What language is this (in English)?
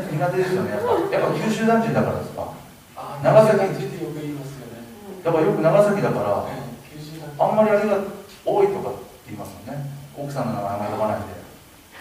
Japanese